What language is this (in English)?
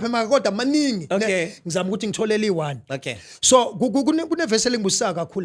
Zulu